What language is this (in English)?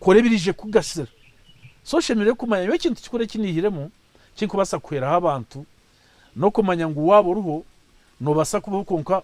Nyankole